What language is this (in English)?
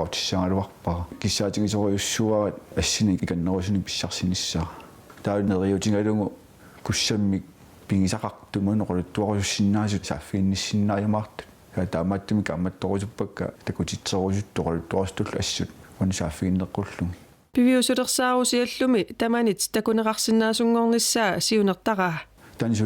Kalaallisut